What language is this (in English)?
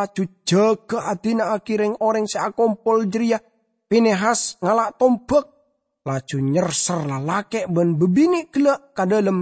Madurese